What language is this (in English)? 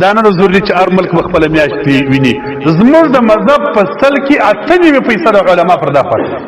Pashto